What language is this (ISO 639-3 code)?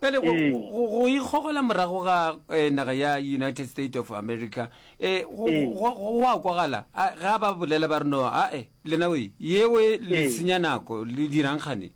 nso